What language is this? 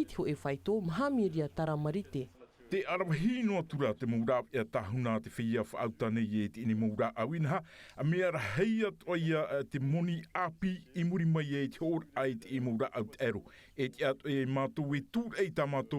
Tahitian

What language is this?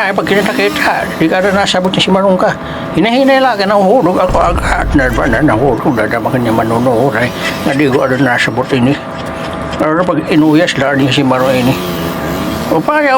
Waray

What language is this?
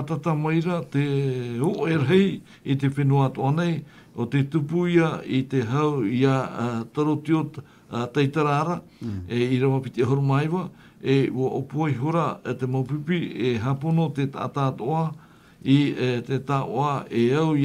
Tahitian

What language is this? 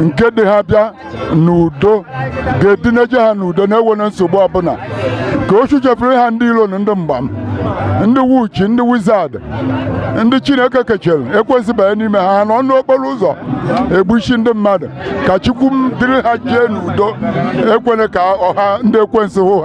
Igbo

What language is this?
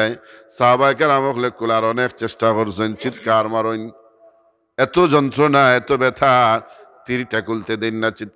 Sylheti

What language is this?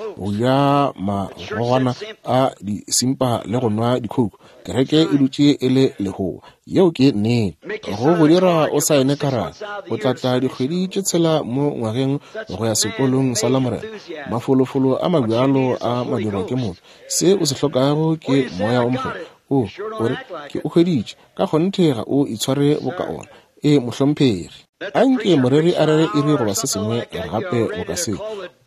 Northern Sotho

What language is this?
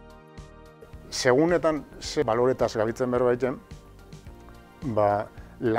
Basque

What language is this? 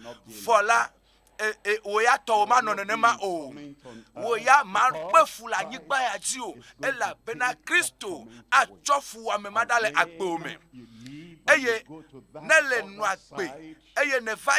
Ewe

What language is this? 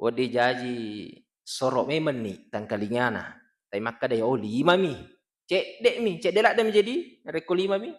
Buginese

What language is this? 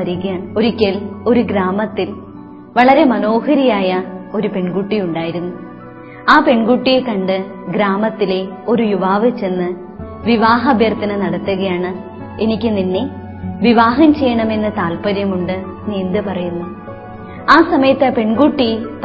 Malayalam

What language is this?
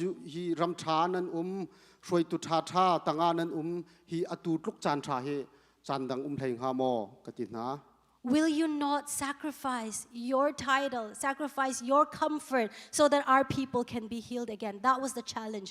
Hakha Chin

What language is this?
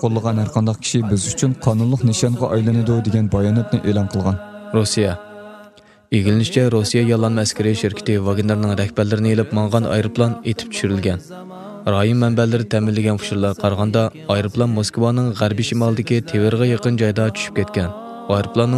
Uyghur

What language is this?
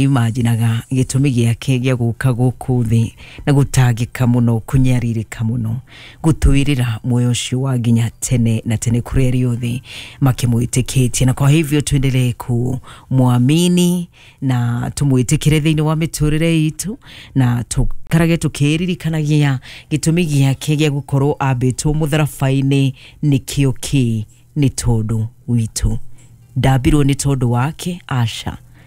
Kikuyu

